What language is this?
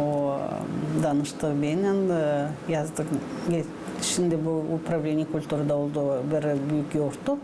Gagauz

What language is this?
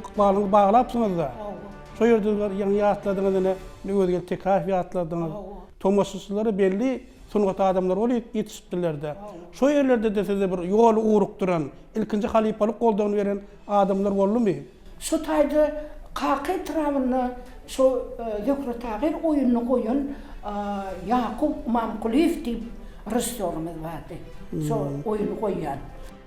Turkmen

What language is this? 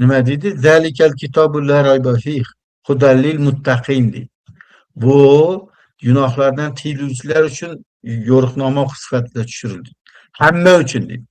Uzbek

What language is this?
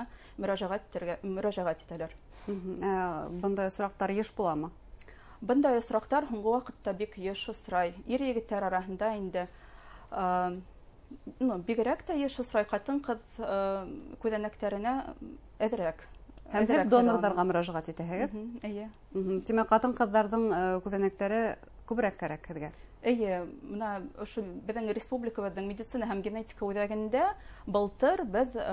Bashkir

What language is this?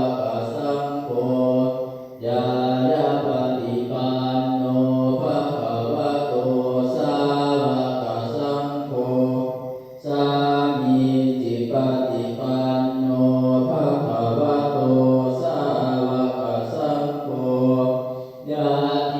Pali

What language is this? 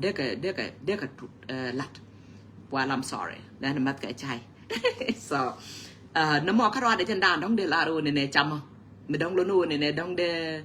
Nuer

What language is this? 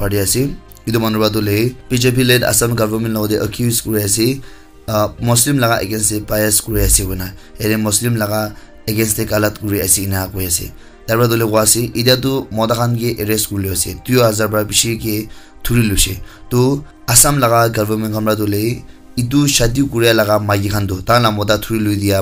Naga Pidgin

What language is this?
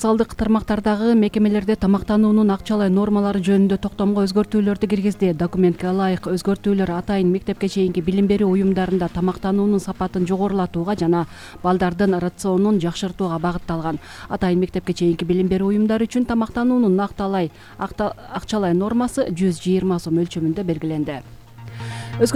Kyrgyz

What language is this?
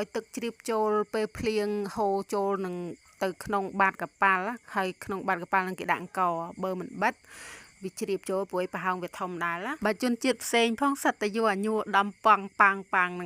Khmer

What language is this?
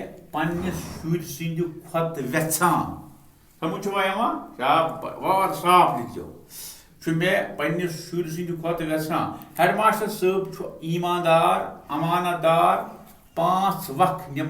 Kashmiri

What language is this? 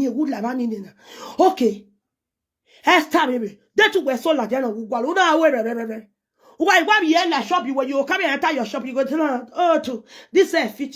Nigerian Pidgin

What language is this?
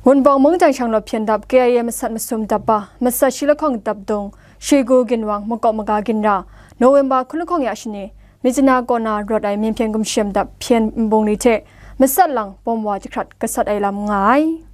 Kachin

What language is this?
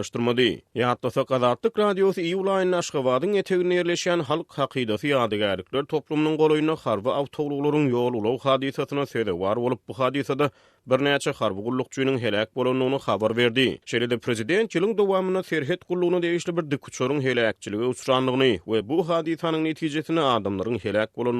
Turkmen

